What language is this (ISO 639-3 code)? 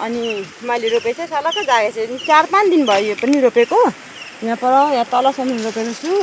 nep